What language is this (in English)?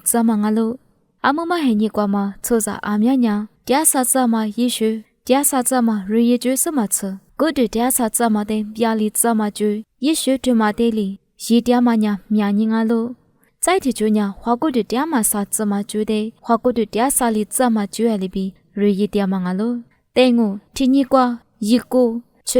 Lisu